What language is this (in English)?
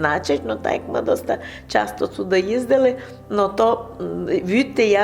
Rusyn